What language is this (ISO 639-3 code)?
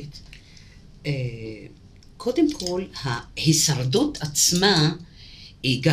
heb